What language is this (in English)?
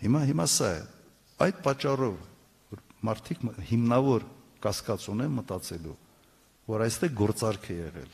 Armenian